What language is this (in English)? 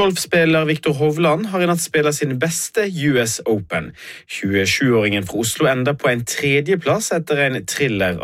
Norwegian